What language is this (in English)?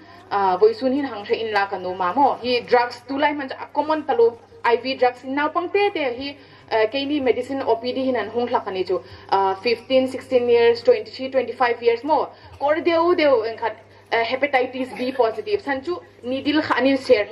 Hmar